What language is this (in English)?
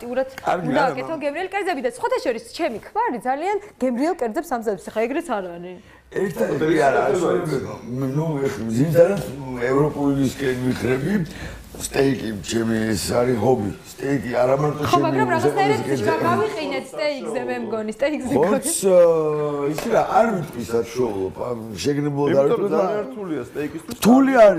Georgian